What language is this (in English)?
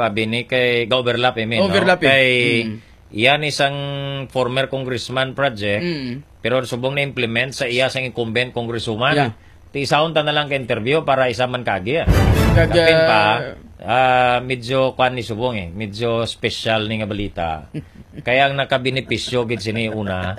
Hiligaynon